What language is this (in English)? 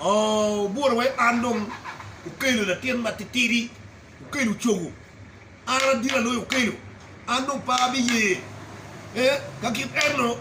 Acoli